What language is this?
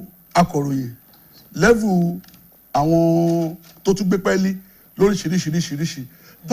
Yoruba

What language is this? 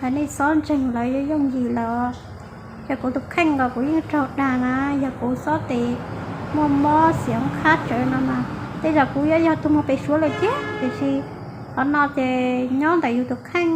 Hmong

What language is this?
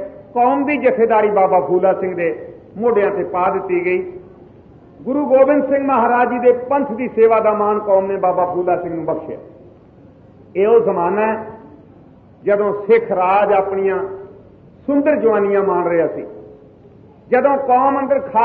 Punjabi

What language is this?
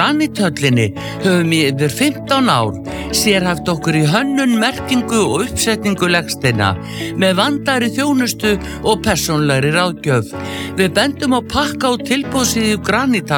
Icelandic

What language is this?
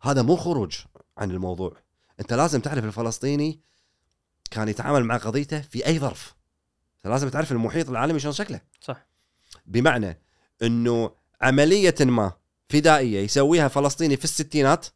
Gulf Arabic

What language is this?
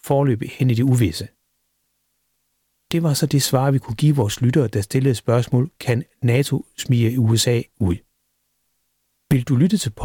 Danish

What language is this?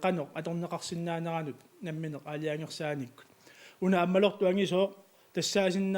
Kalaallisut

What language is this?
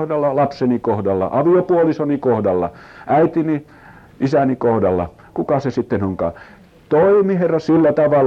Finnish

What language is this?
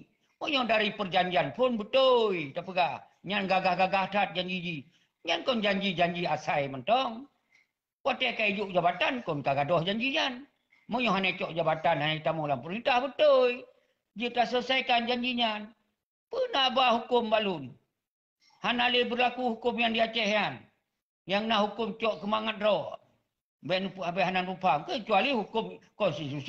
Achinese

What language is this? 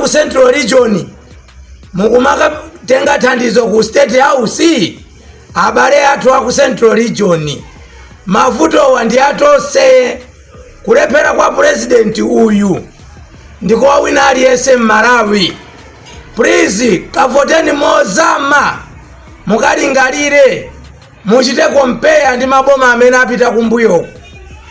Nyanja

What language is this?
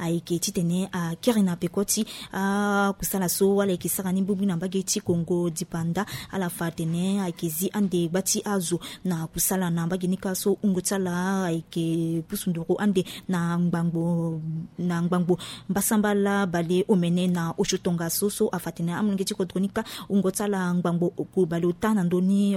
Sango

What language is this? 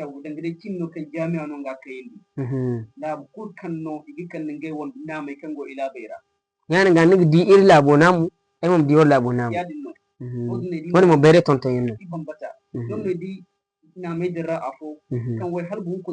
Zarma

